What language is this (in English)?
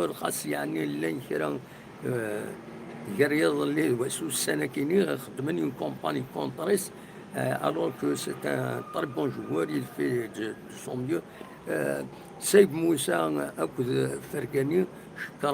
Kabyle